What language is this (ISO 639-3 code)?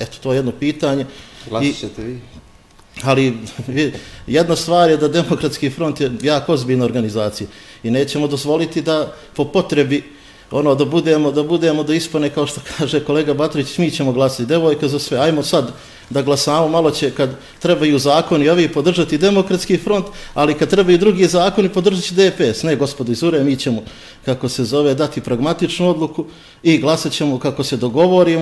bos